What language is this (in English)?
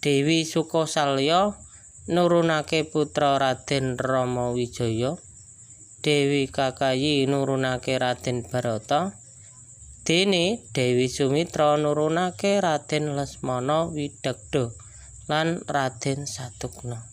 Javanese